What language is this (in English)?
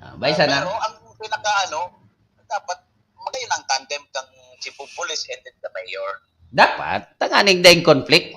Bikol